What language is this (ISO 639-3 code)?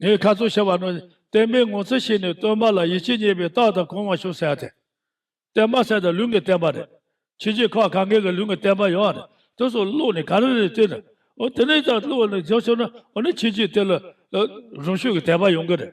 bod